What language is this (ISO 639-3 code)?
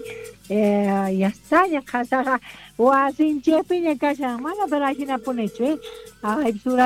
quh